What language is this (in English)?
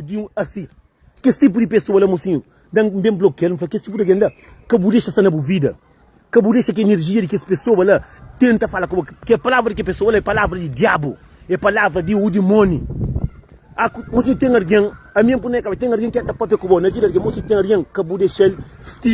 Kabuverdianu